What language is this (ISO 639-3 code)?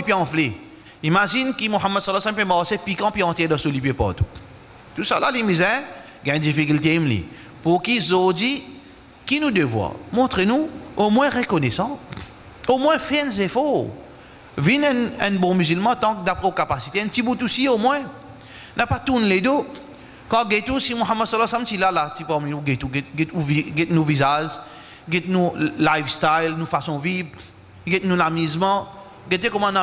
mfe